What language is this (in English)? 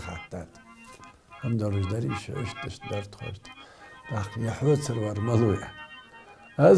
Ingush